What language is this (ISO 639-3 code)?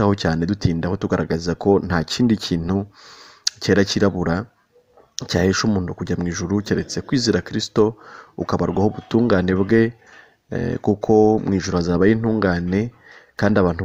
kin